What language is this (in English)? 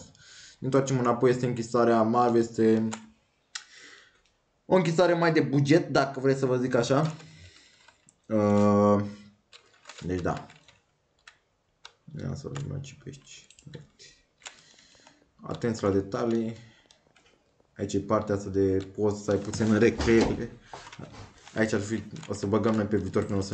Romanian